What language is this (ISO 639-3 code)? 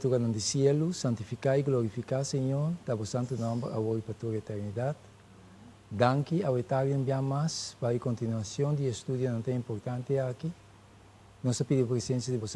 pap